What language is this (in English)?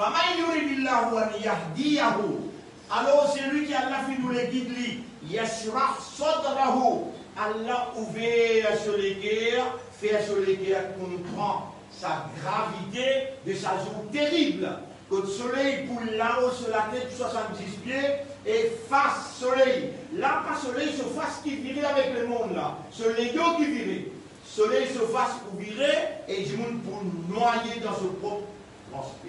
Morisyen